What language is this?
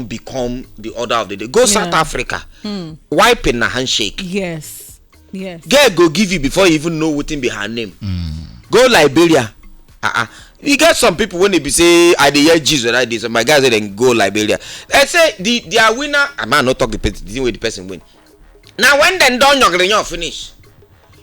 Nigerian Pidgin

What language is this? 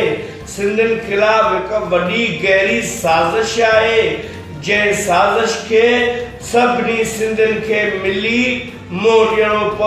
Sindhi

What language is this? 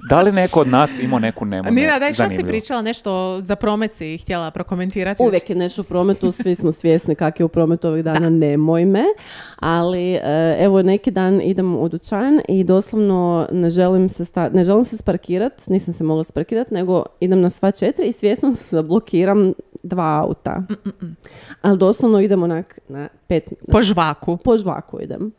Croatian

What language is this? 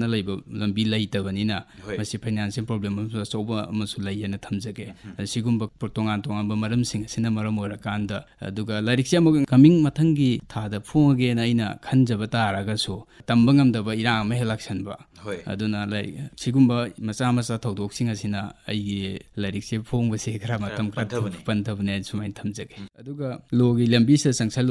Manipuri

